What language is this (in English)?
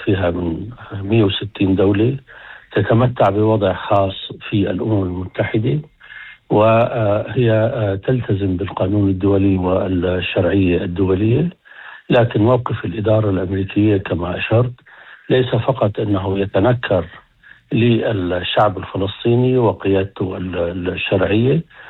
Arabic